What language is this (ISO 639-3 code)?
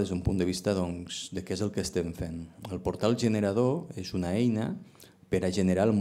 cat